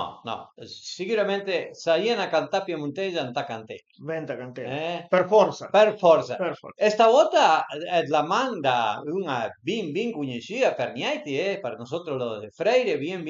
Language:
Piedmontese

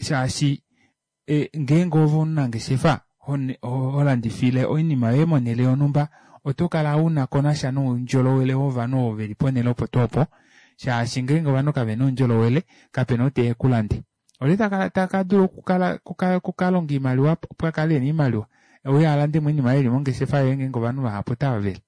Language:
Kuanyama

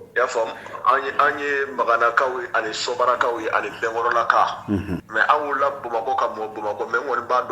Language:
Bambara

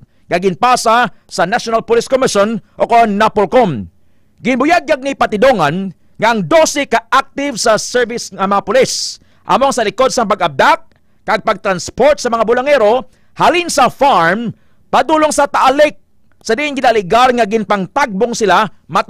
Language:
Hiligaynon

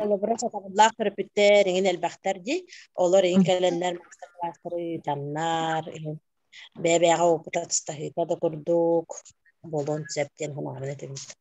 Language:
Yakut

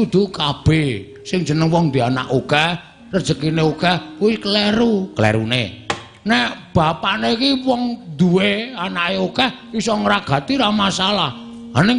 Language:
Javanese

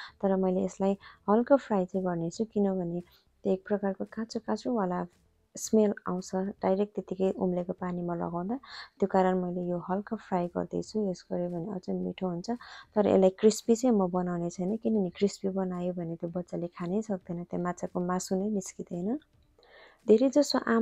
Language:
Nepali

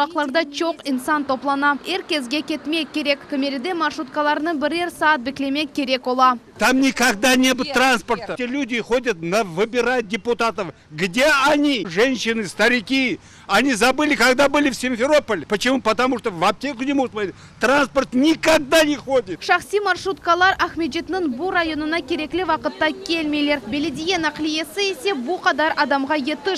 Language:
Crimean Tatar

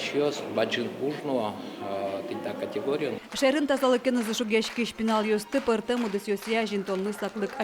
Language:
Udmurt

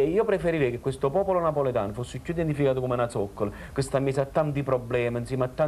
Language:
Neapolitan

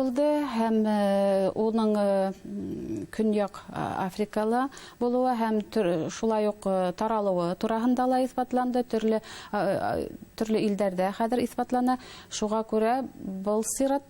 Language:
Bashkir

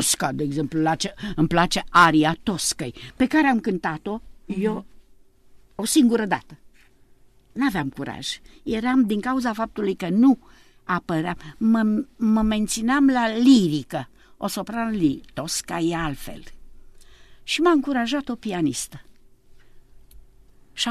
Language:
Romanian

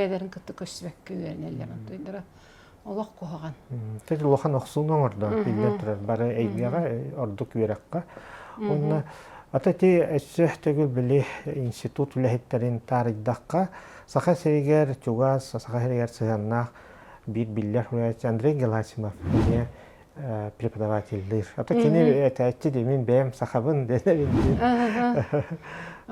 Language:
Yakut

